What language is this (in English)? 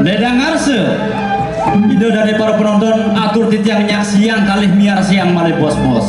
Balinese